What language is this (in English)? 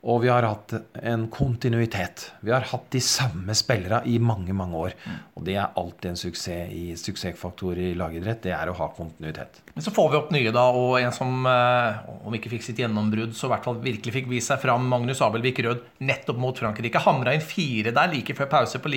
Norwegian